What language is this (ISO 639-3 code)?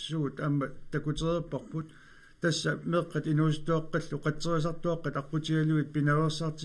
kal